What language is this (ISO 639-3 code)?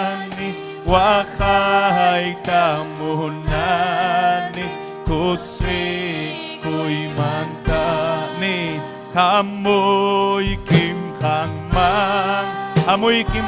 quy